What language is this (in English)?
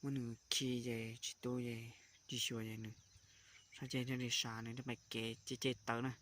Hmong